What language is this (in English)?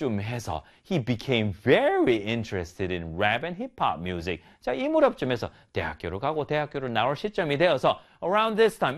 Korean